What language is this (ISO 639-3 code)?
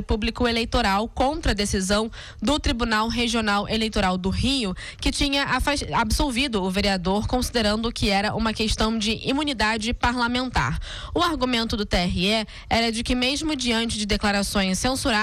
por